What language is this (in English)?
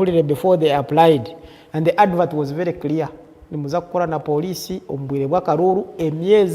Nyankole